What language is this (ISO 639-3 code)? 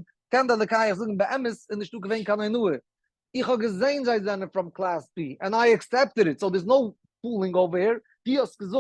yid